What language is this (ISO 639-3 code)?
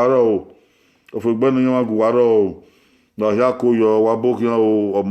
bin